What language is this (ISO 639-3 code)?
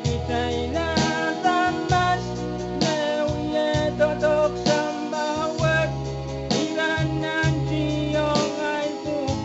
pon